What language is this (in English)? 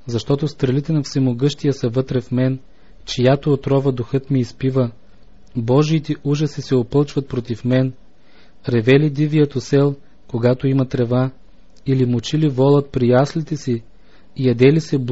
Bulgarian